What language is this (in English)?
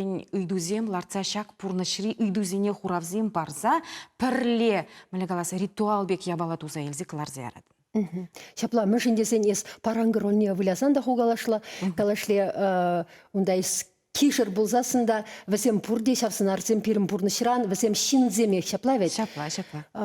Chuvash